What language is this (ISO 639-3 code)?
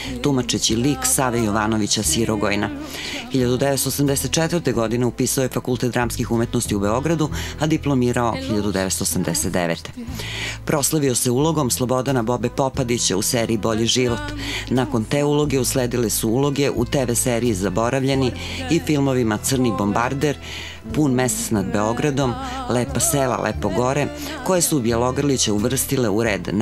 srp